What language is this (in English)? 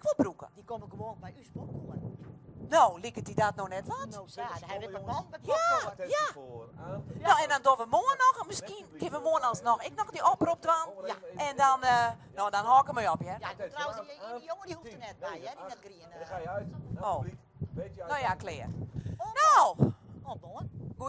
Western Frisian